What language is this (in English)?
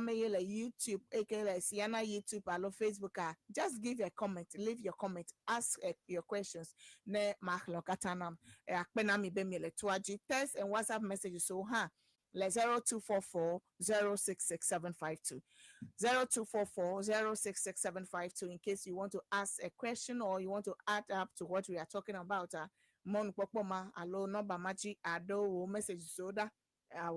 Ewe